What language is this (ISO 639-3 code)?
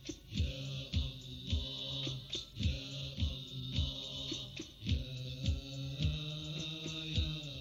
bos